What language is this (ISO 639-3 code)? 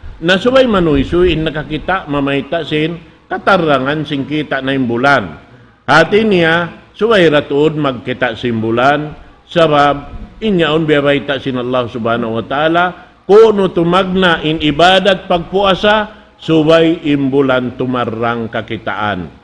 tsg